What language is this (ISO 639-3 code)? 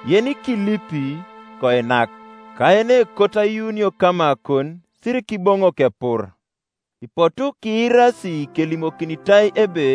teo